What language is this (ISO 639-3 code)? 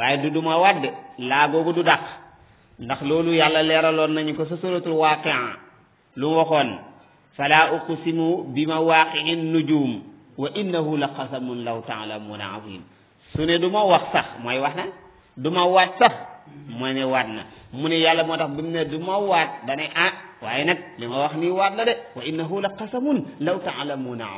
wol